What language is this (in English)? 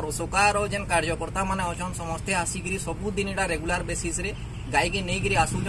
Odia